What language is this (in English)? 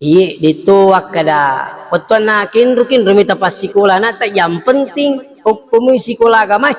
Buginese